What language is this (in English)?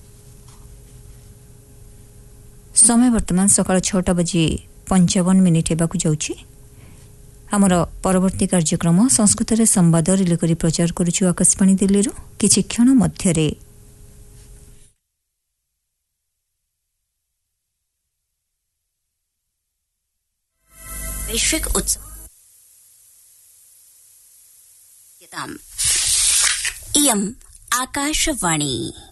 Odia